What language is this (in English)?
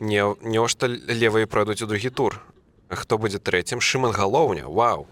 Belarusian